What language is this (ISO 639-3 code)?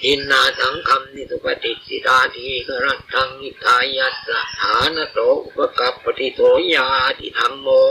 pli